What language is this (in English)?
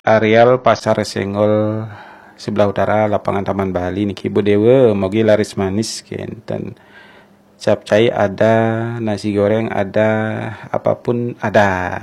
Balinese